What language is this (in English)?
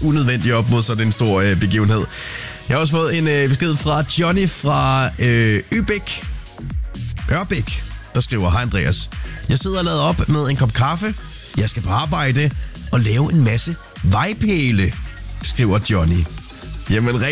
Danish